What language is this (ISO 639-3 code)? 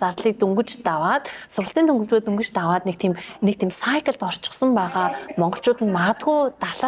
mon